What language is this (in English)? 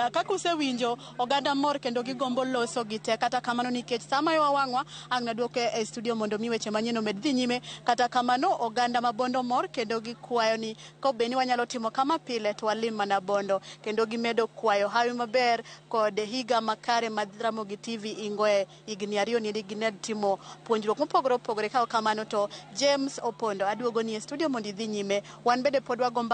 Luo (Kenya and Tanzania)